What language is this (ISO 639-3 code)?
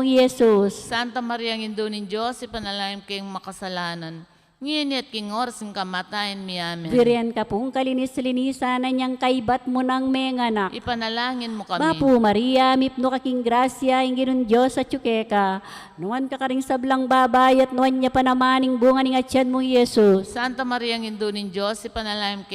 pam